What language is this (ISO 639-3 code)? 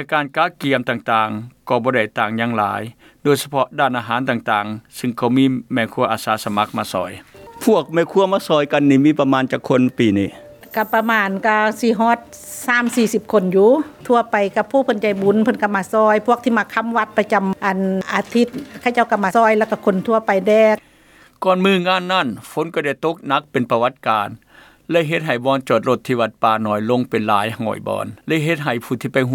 lao